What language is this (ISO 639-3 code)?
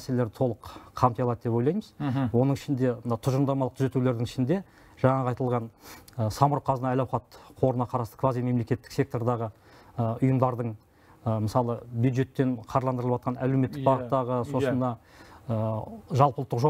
kaz